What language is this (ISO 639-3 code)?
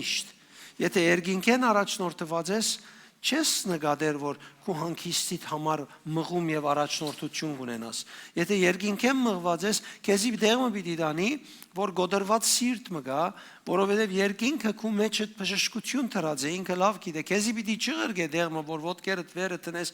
hyw